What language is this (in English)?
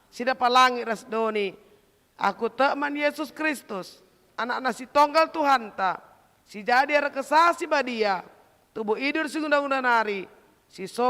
Batak Karo